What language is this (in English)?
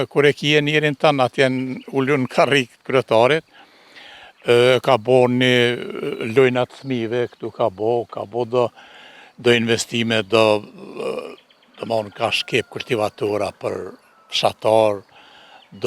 Albanian